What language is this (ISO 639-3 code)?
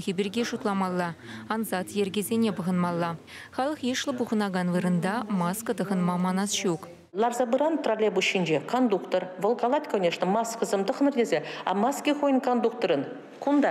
chv